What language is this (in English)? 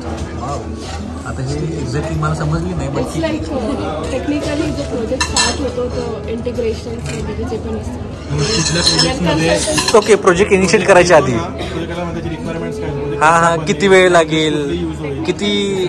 Marathi